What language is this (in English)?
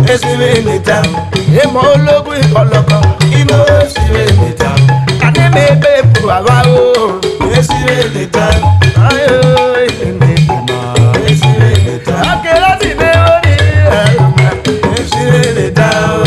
Urhobo